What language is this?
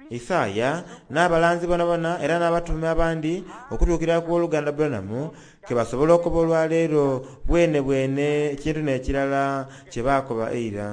Soga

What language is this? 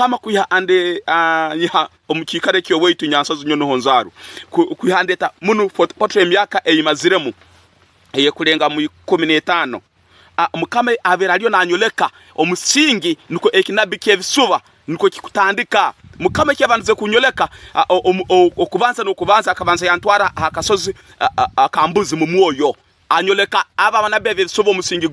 Tooro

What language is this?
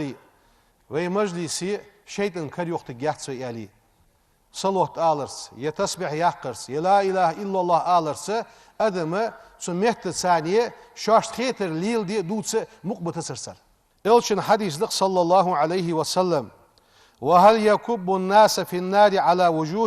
Ingush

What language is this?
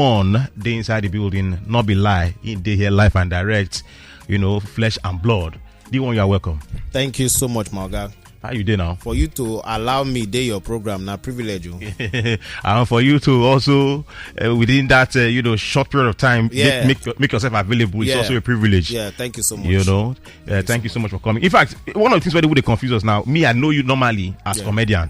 Nigerian Pidgin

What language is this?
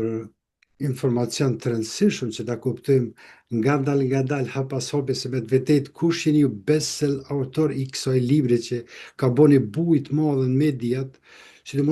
Albanian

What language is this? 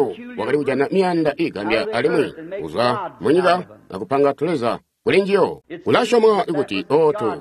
Tonga (Zambia)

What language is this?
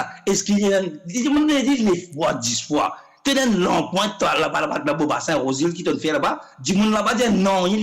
Morisyen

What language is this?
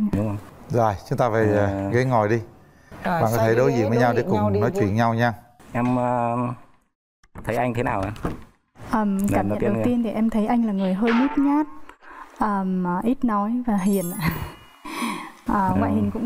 Vietnamese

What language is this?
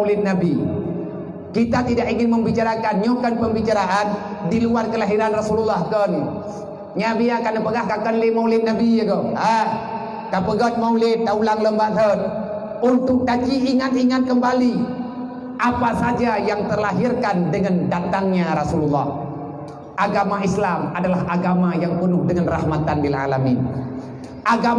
Achinese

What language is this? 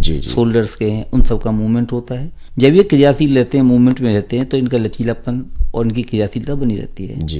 Hindi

